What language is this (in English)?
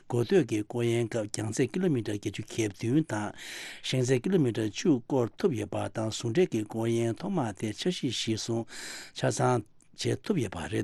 Tibetan